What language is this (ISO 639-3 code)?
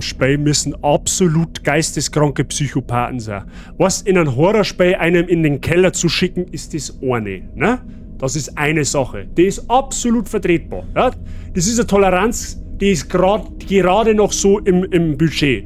bar